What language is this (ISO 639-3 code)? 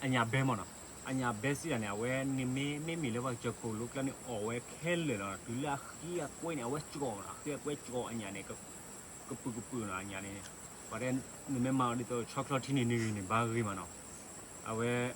ksw